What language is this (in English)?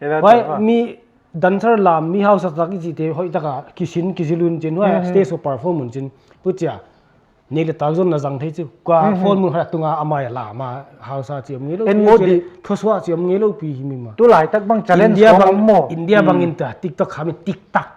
Paite Chin